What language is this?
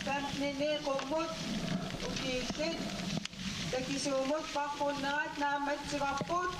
Kalaallisut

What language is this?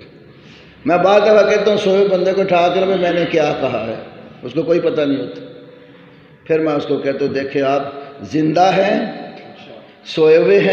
Urdu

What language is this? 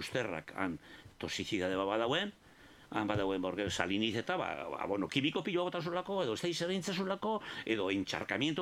Basque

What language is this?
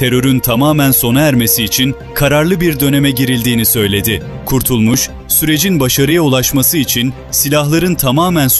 Turkish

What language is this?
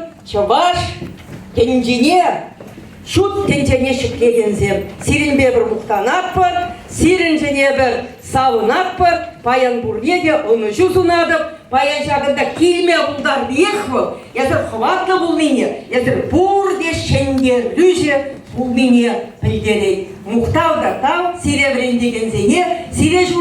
Chuvash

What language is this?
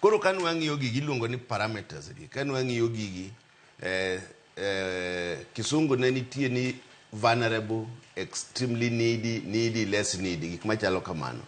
Luo (Kenya and Tanzania)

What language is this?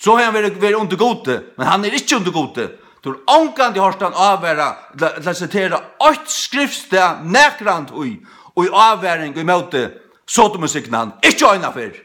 Faroese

